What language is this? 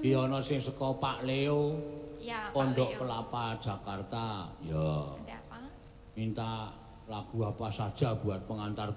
Javanese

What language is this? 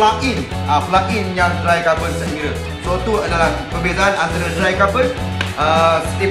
Malay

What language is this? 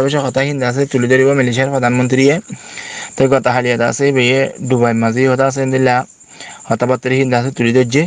Rohingya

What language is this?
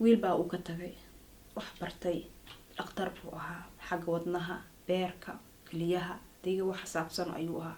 Somali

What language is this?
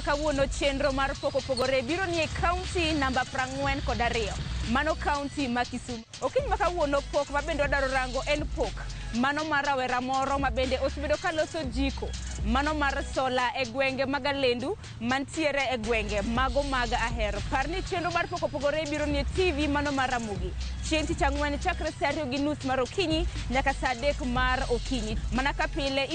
Luo (Kenya and Tanzania)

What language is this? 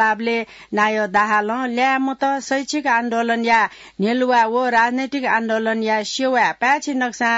Newari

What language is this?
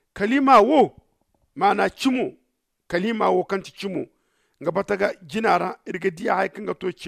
Zarma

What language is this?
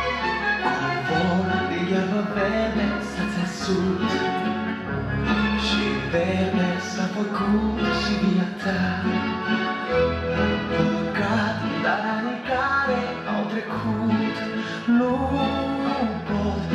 Romanian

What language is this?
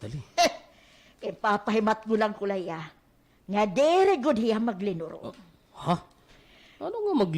Waray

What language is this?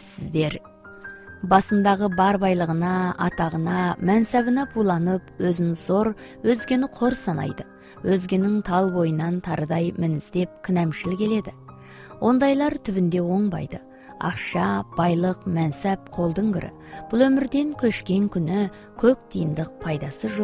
Kazakh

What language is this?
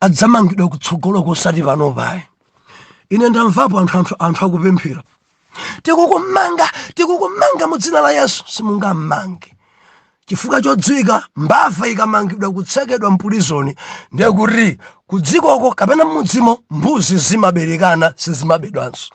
Nyanja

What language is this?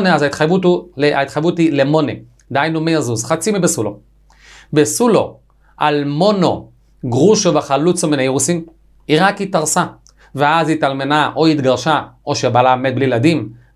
Hebrew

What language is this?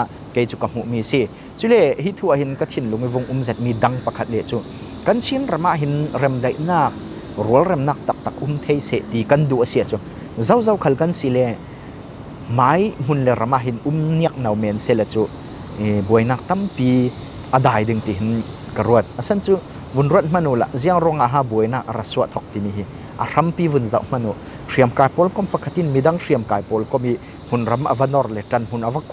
Falam Chin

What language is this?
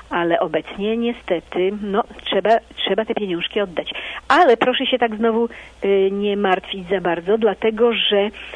Polish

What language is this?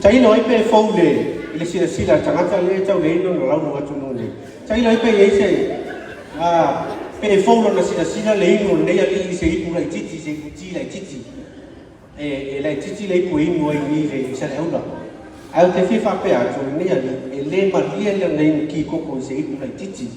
Samoan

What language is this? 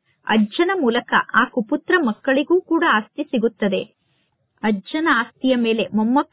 Kannada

